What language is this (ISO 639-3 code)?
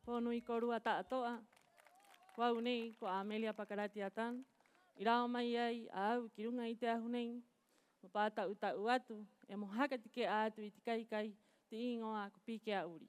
rap